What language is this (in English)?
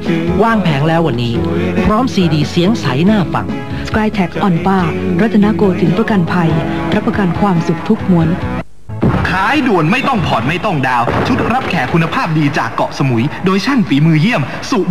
Thai